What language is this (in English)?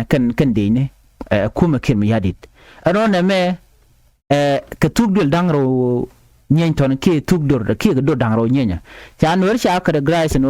Nuer